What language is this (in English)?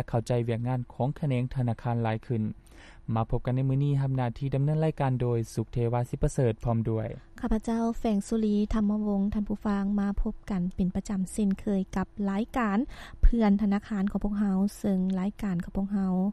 Lao